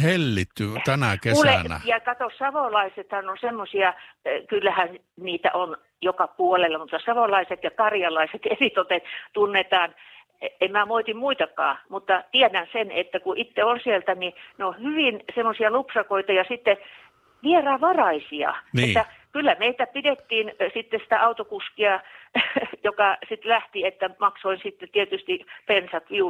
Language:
Finnish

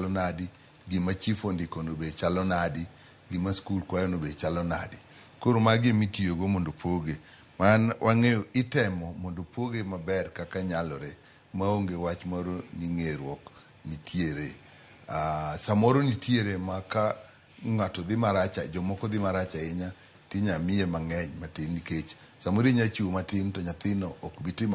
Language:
Luo (Kenya and Tanzania)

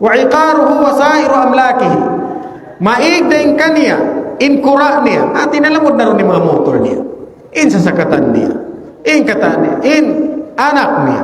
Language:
Tausug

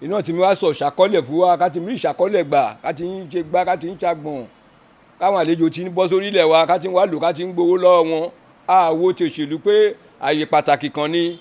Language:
Yoruba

